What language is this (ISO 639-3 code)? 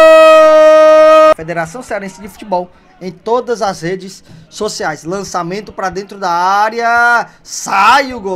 por